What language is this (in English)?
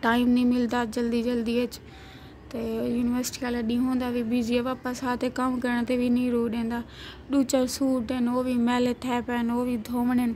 Saraiki